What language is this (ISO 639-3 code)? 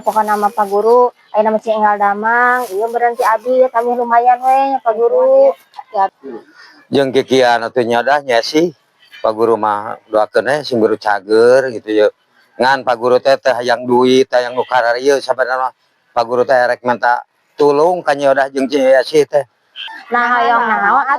sun